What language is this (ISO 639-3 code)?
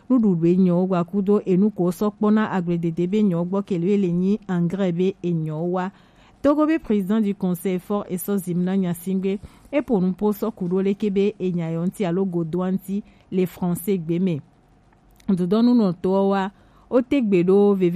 gej